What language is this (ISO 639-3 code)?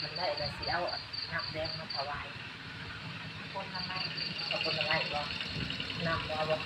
lao